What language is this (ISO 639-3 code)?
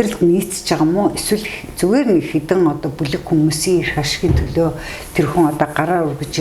mon